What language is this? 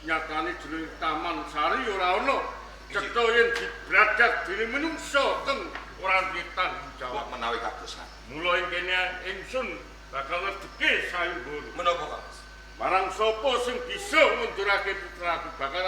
Javanese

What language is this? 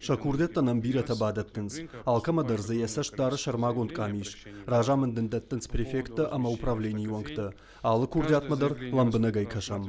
Ossetic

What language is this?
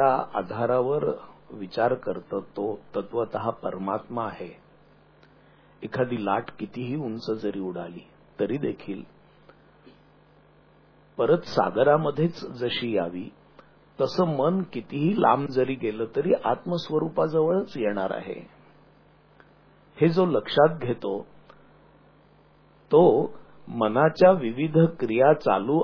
Marathi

